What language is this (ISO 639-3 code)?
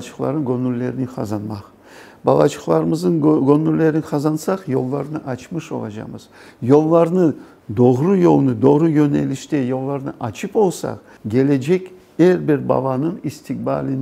crh